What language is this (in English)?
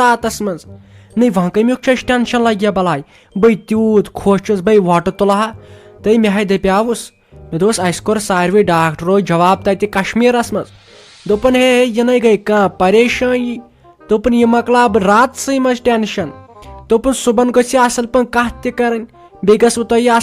Kashmiri